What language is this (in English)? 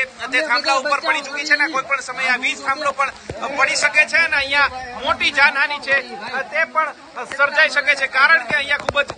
Gujarati